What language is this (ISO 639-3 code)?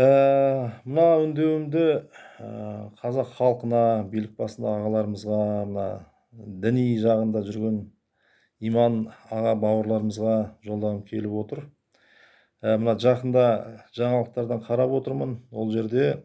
kaz